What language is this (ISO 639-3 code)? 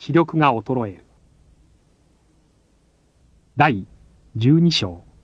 jpn